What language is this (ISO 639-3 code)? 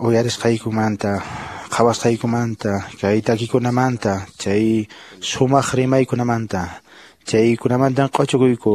que